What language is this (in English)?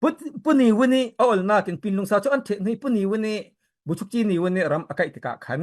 Falam Chin